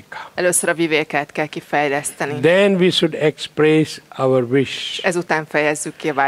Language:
Hungarian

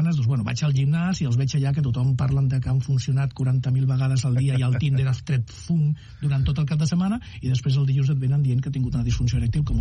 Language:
Catalan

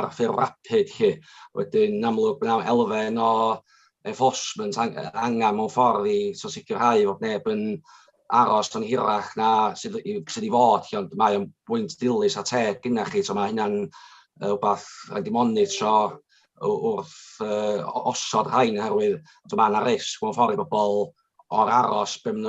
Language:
Welsh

